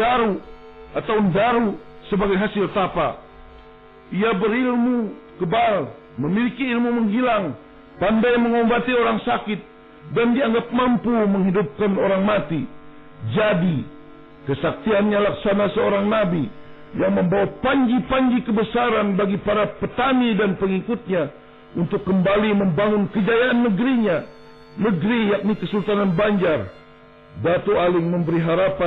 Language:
Banjar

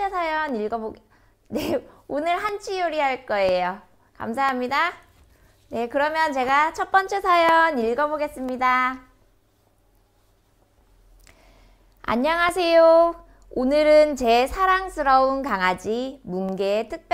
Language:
Korean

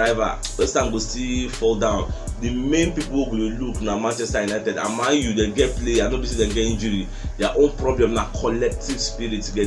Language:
Nigerian Pidgin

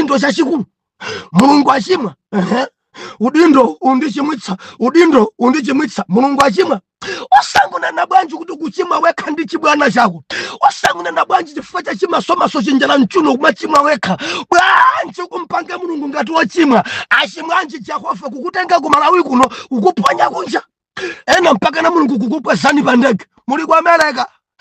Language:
Nyanja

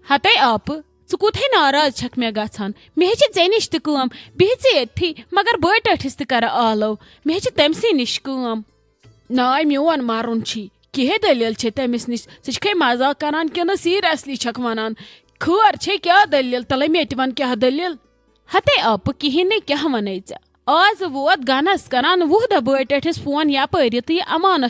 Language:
Kashmiri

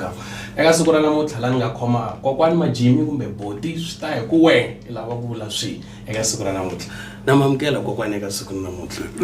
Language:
Tsonga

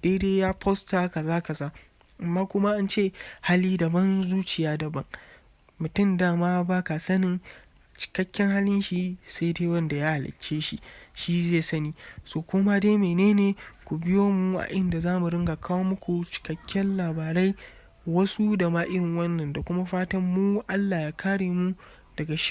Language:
Hausa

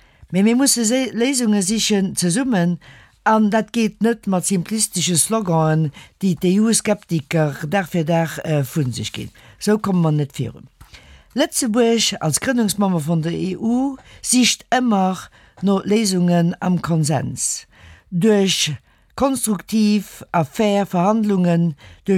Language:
Luxembourgish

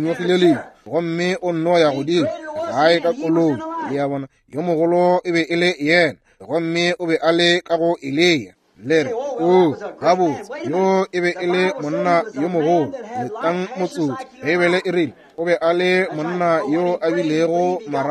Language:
Northern Sotho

